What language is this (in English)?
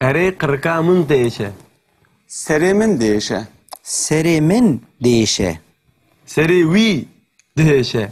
Kurdish